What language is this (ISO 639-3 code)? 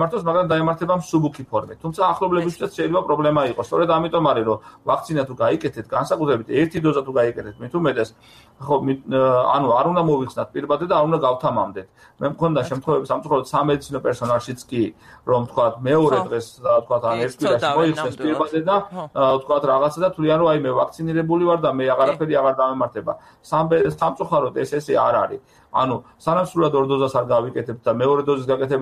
kat